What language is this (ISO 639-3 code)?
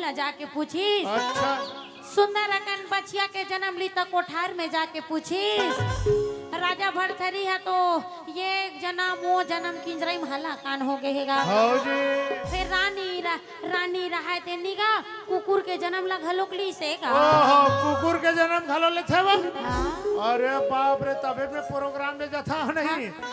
hne